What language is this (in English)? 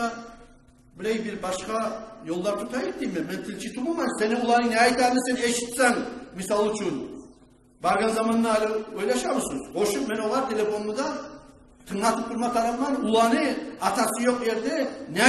Kumyk